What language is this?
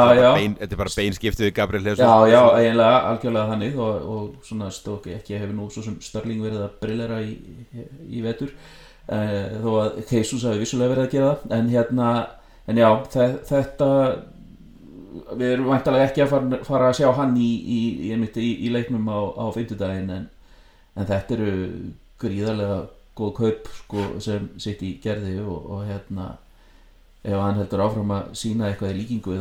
Icelandic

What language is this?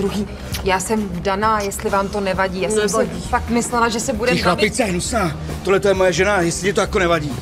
Czech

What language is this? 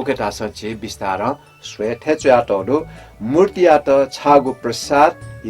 Newari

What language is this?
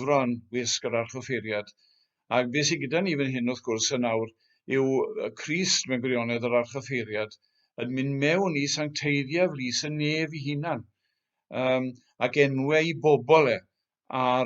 Welsh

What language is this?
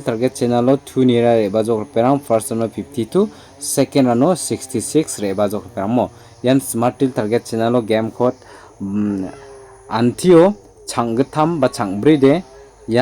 Garo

